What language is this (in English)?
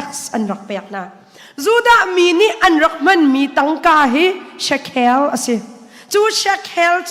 Hakha Chin